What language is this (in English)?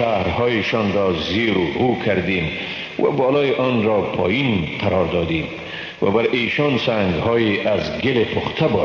Persian